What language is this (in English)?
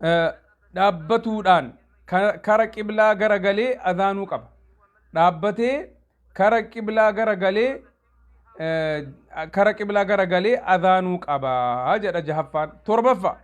Oromo